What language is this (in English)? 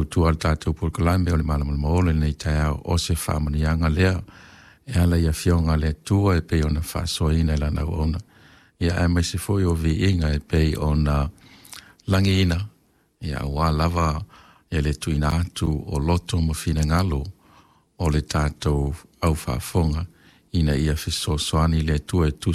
Samoan